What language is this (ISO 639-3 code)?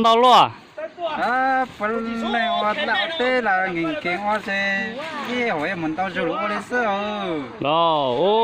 hmn